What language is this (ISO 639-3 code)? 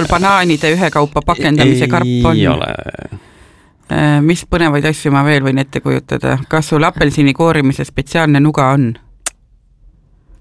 est